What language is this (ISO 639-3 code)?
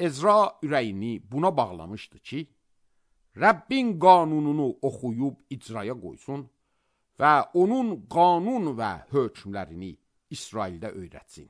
aze